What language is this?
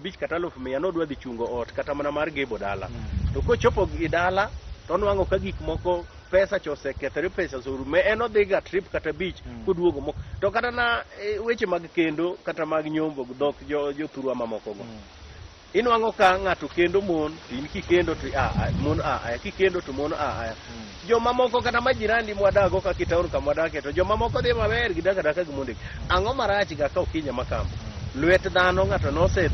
Luo (Kenya and Tanzania)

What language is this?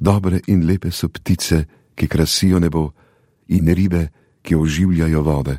Slovenian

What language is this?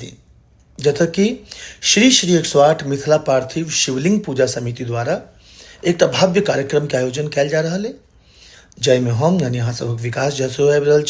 Maithili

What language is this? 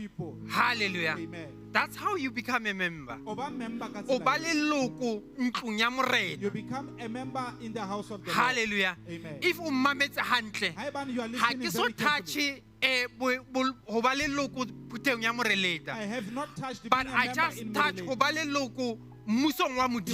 Southern Sotho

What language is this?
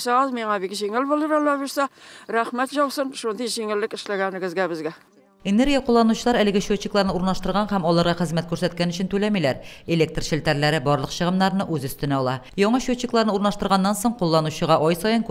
Tatar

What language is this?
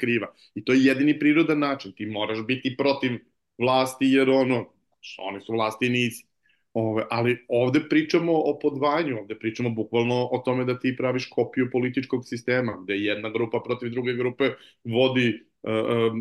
Serbian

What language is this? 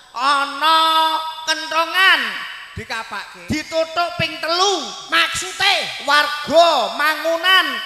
Javanese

